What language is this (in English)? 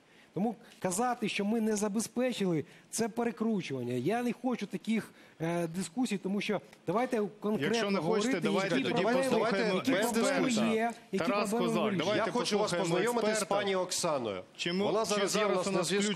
Ukrainian